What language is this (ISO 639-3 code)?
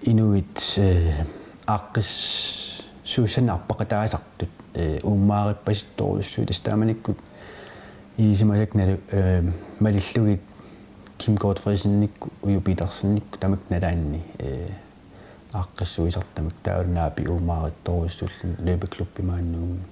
kal